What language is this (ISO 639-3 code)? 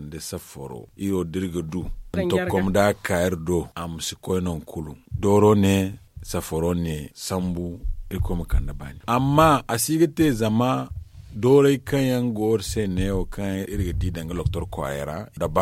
dje